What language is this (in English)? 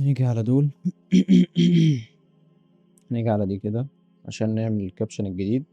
Egyptian Arabic